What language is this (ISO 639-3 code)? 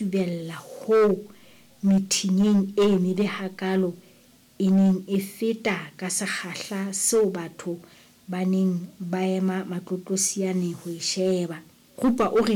sot